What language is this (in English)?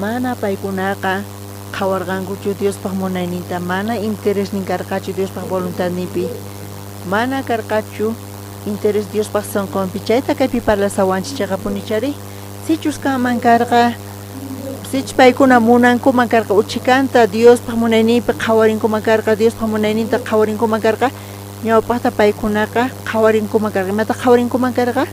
South Bolivian Quechua